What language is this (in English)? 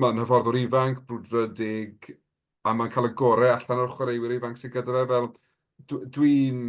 Welsh